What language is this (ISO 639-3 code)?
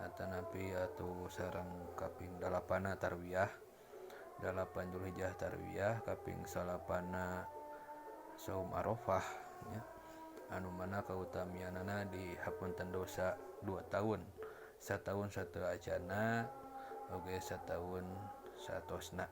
sun